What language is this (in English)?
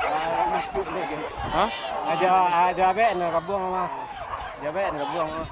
Minangkabau